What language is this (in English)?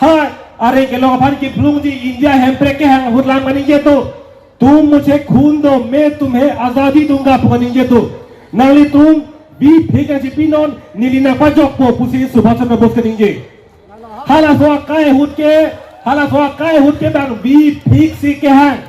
Karbi